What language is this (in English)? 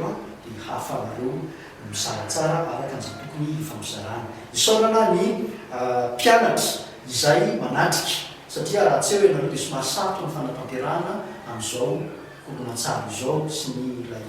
Malagasy